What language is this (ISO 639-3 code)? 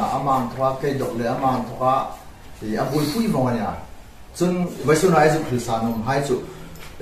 hmr